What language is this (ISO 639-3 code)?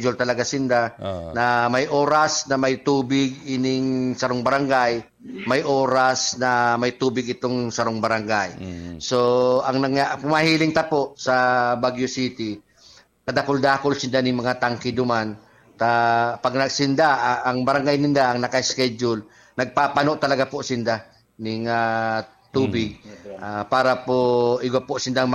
bik